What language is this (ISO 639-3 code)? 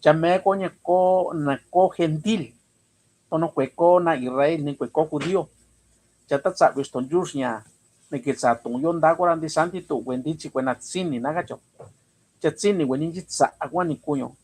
mix